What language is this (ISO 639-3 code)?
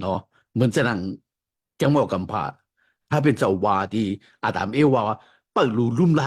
shn